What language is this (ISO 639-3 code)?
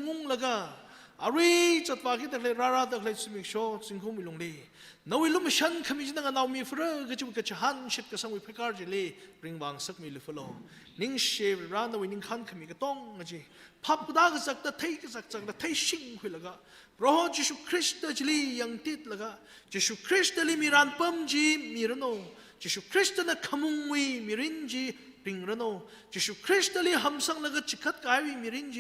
nmf